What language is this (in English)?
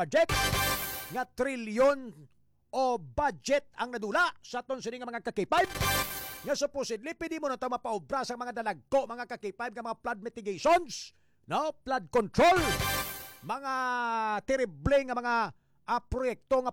Hiligaynon